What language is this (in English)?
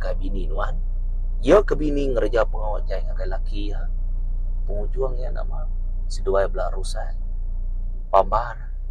Iban